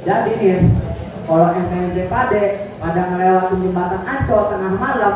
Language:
Betawi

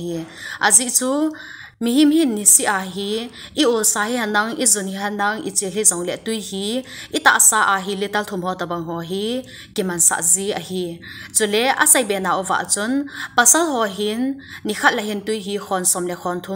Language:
Thado Chin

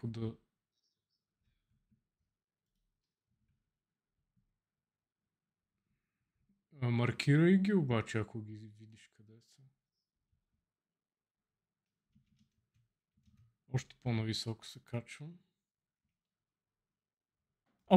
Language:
Bulgarian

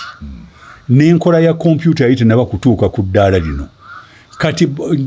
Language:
Ganda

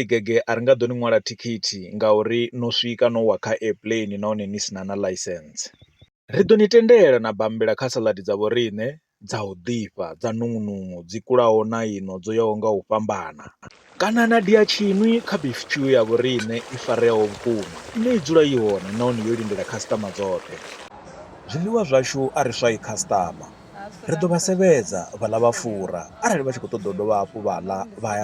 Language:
Venda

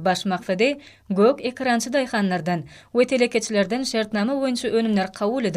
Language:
Turkmen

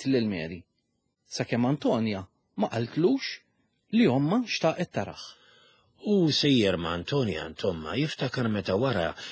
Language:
Maltese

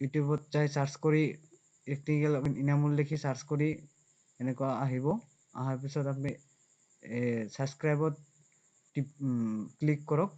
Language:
Assamese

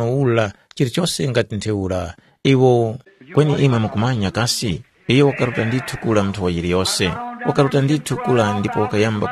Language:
Tumbuka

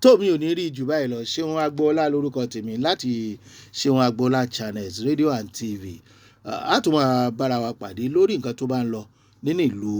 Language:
Yoruba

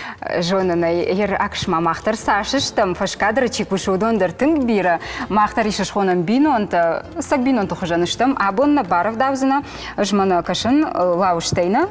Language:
Ossetic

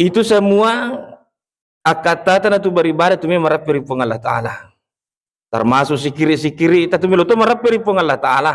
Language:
Buginese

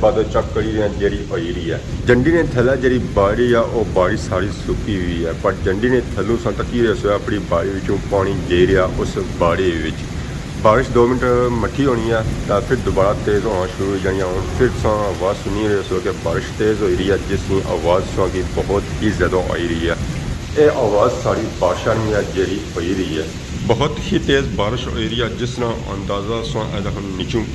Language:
Pahari-Potwari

